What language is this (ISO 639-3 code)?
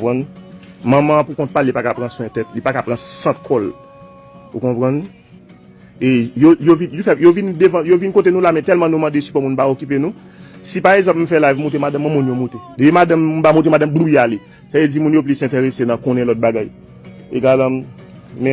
hat